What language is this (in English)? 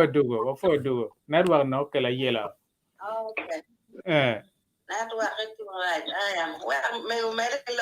Acoli